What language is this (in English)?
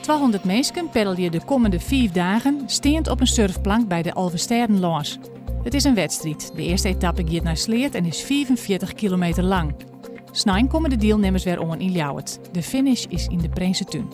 Western Frisian